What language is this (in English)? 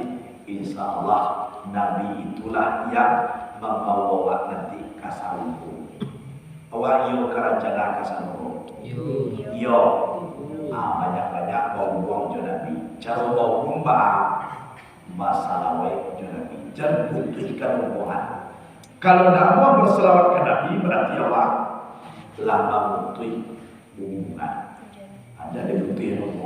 Minangkabau